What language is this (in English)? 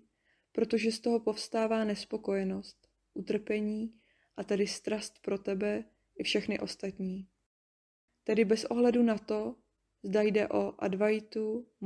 Czech